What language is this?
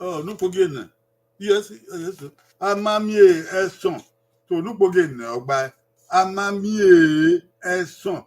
Bini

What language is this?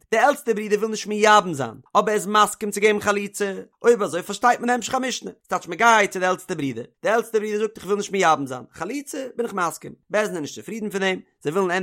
Yiddish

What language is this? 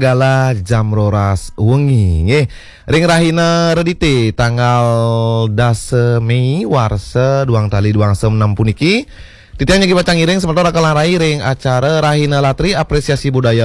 Balinese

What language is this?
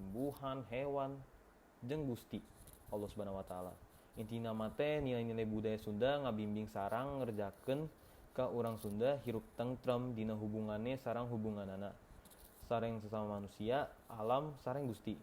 Sundanese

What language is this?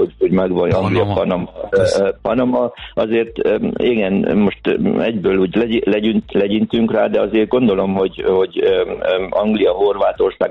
Hungarian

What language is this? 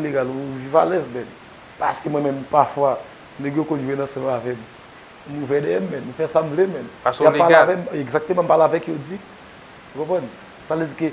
Haitian Creole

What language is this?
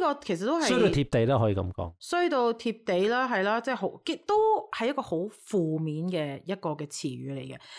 Cantonese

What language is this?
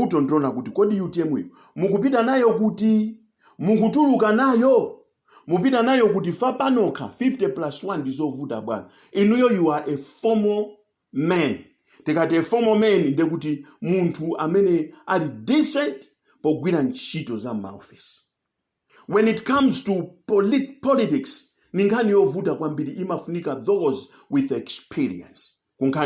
Nyanja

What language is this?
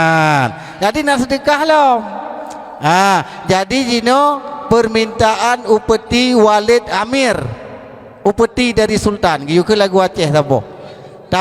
Achinese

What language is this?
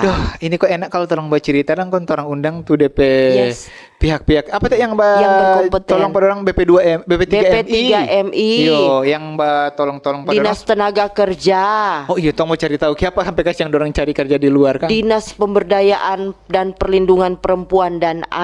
Manado Malay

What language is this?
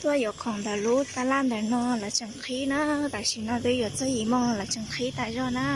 Hmong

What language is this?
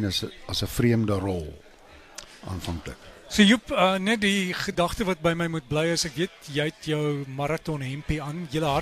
Afrikaans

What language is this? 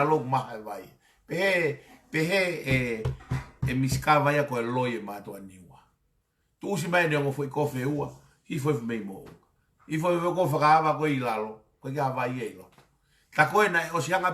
Tongan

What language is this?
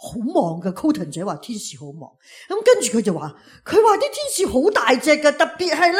Cantonese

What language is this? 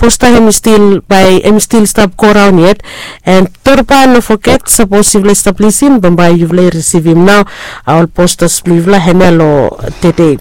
Bislama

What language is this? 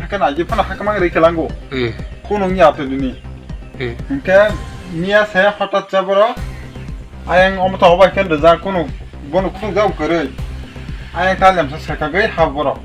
Kok Borok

